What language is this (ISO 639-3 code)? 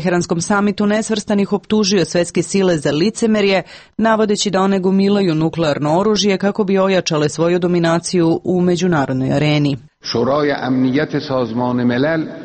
srp